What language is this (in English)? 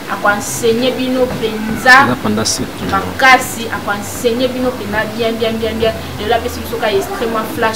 Lingala